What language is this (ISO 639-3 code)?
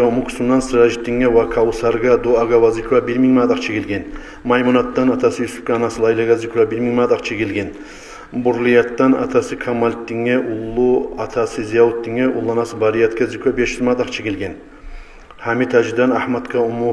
kum